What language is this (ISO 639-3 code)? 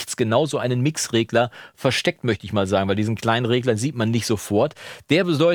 deu